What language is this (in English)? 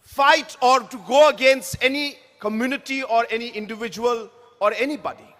Kok Borok